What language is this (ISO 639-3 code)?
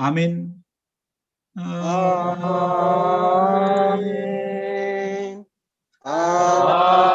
bts